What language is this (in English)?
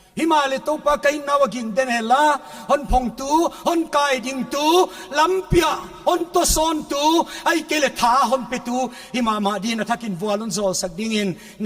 Paite Chin